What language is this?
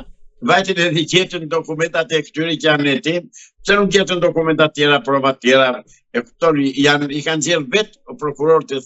Albanian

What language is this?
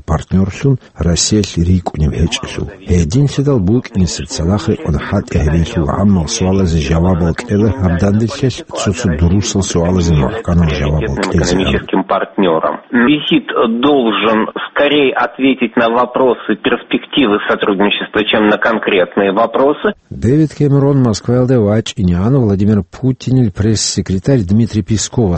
Avaric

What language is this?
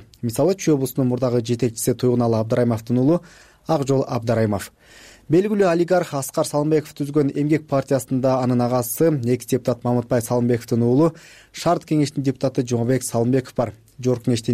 Kyrgyz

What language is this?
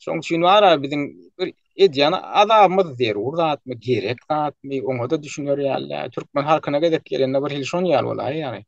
Turkmen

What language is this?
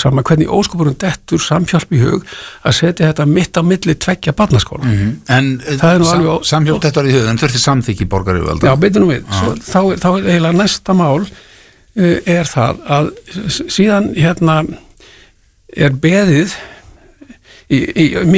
Icelandic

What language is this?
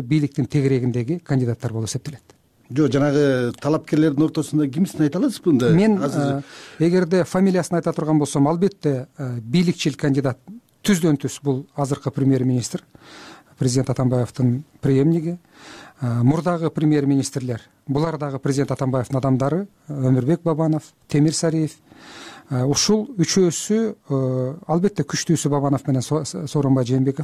Kyrgyz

